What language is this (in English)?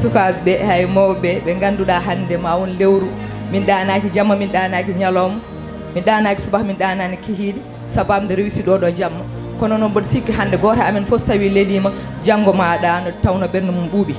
Fula